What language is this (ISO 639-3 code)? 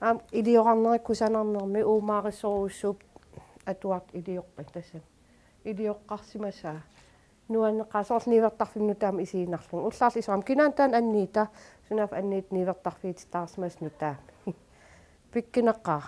kal